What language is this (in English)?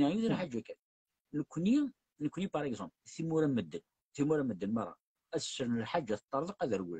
Kabyle